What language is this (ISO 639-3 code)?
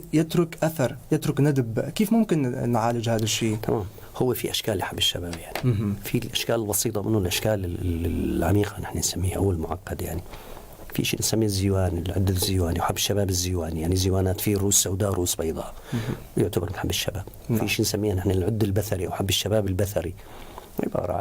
apc